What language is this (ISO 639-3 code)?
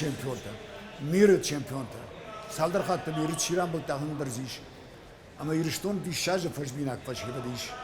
oss